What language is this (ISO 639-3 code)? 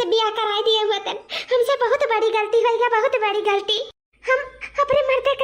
awa